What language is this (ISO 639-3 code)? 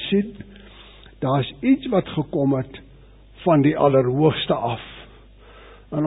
afr